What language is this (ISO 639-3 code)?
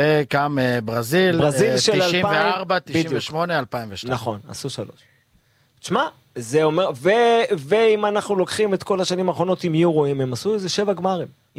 heb